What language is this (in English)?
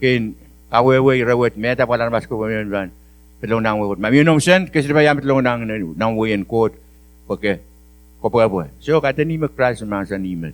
Pohnpeian